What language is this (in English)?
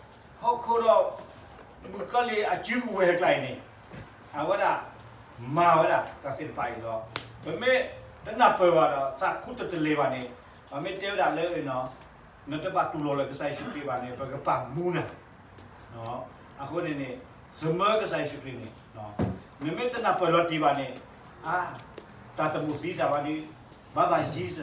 S'gaw Karen